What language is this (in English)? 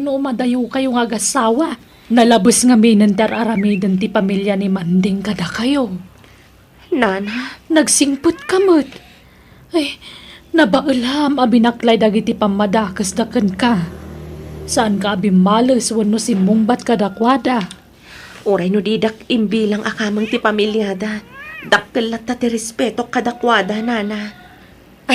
Iloko